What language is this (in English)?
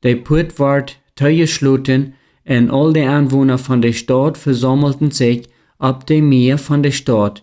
Plautdietsch